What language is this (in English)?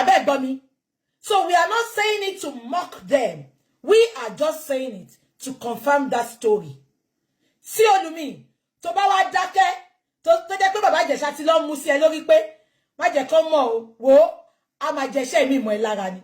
Yoruba